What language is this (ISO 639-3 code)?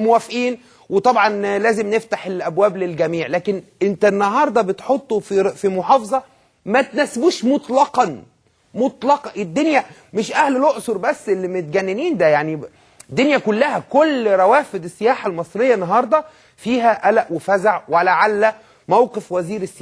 arz